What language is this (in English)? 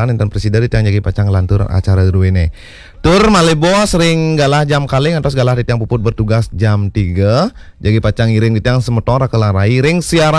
Balinese